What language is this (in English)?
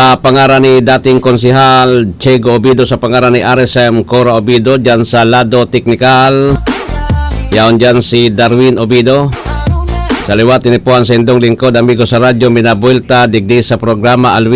Bikol